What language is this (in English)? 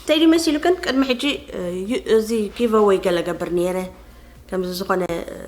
Tigrinya